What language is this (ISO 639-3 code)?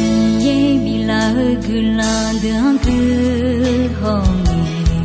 ahk